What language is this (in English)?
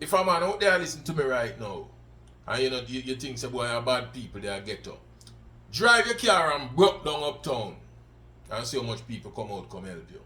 Jamaican Creole English